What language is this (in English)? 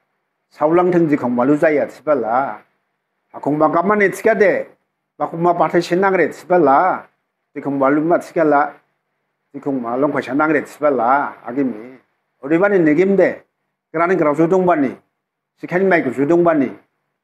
Dimasa